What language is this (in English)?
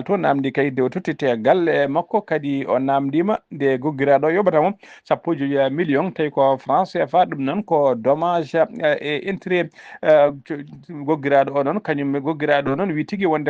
Fula